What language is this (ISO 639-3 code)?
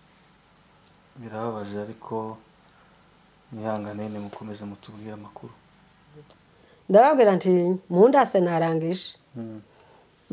kin